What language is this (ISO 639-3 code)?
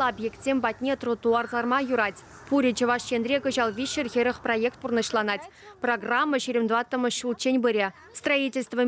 chv